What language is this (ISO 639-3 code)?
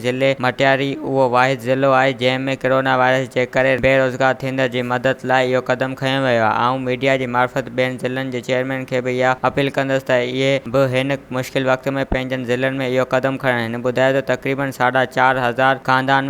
snd